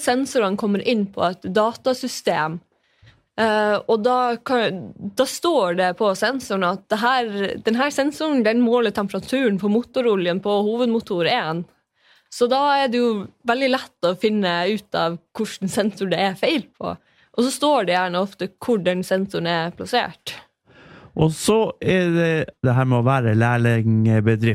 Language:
Norwegian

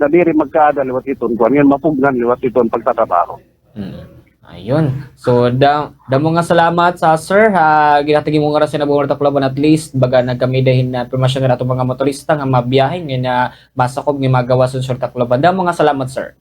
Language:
Waray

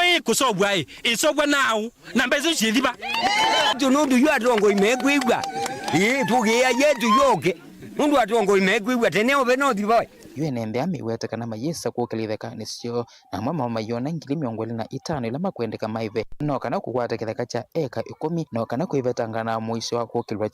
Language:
Kamba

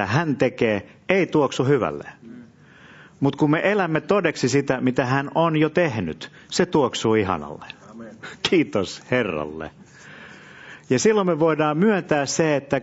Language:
Finnish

